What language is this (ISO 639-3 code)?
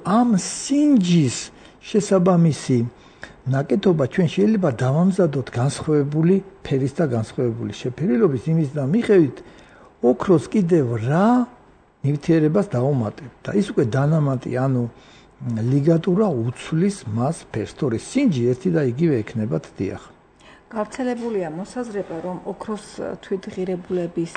kat